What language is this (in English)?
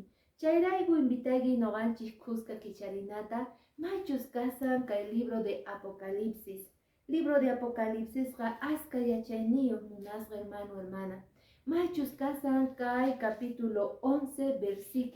Quechua